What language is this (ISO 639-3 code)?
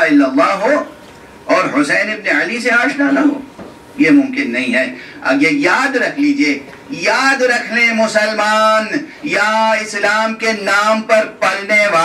urd